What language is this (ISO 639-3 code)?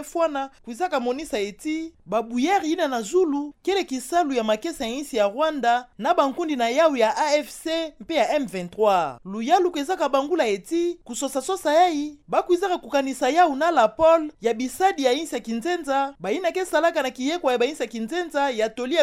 ktu